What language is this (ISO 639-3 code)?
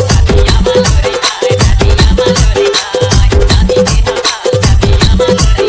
hne